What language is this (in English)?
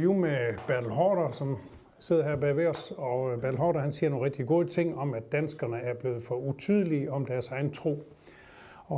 Danish